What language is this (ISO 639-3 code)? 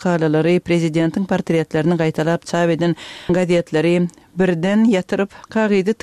tuk